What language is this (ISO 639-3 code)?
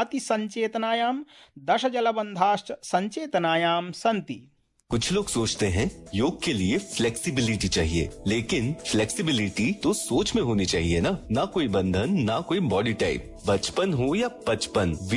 san